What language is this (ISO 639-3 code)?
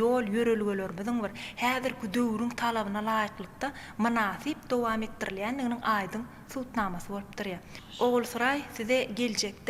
tuk